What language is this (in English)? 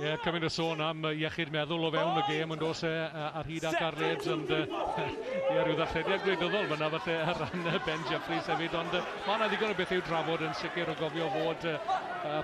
Welsh